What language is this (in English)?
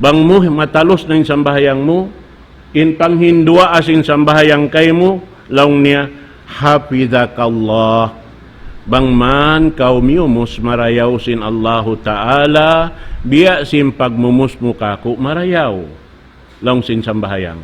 Tausug